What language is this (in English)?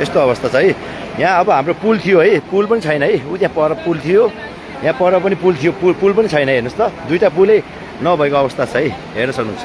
Nepali